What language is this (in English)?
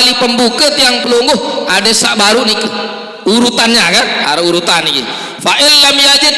Sasak